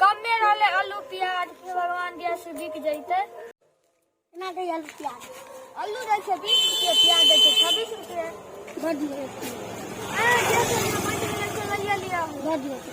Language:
Maithili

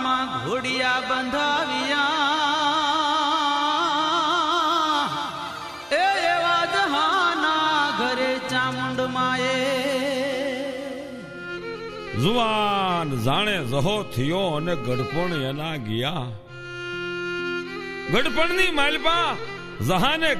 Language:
Gujarati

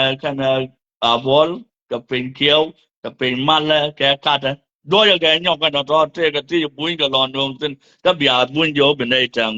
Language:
Nuer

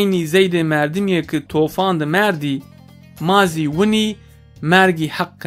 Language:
Zaza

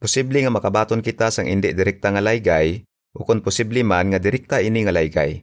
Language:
Hiligaynon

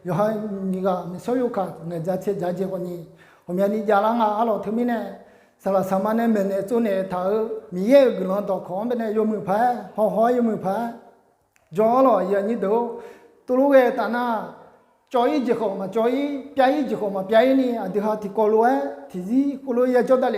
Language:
Akha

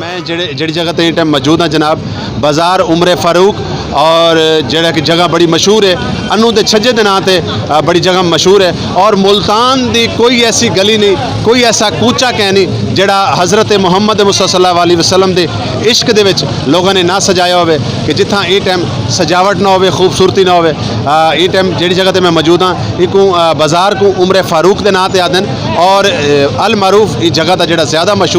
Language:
Saraiki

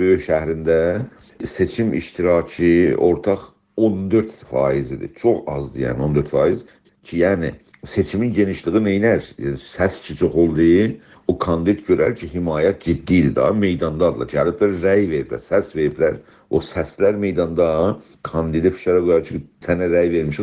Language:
South Azerbaijani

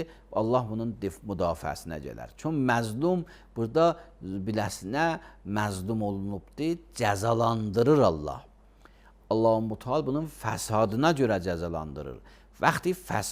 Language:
Azerbaijani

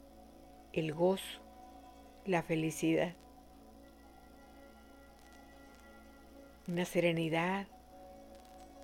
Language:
Spanish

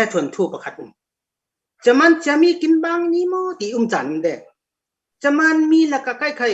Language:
Falam Chin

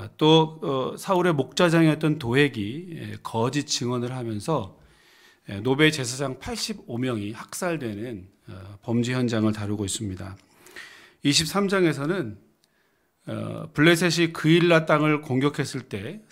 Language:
Korean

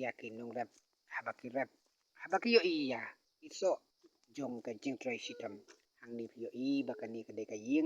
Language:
Khasi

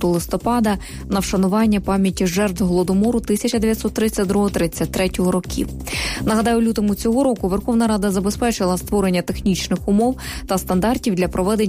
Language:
Ukrainian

